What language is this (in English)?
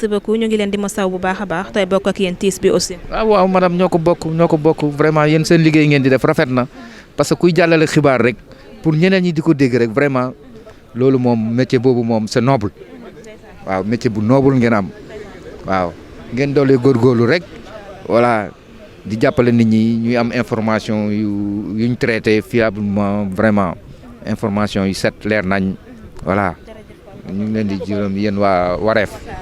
Wolof